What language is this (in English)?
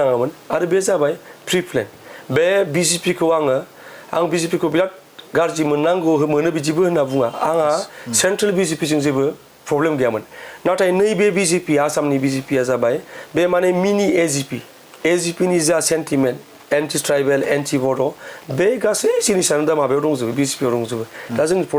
Bodo